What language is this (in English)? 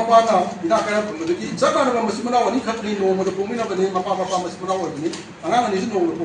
Manipuri